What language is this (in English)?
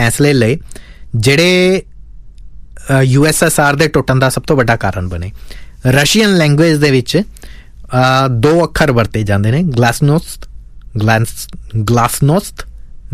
Punjabi